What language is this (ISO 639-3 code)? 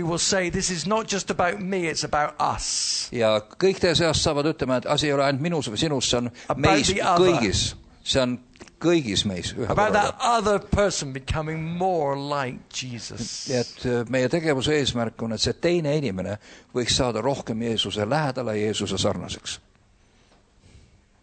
est